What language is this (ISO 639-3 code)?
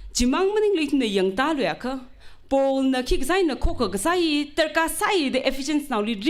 nmf